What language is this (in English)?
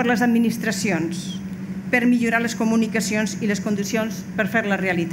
Catalan